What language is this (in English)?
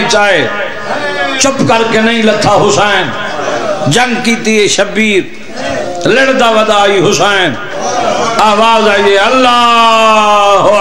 Saraiki